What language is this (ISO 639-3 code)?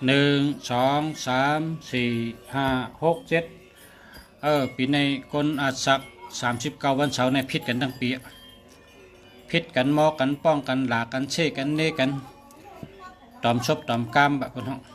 shn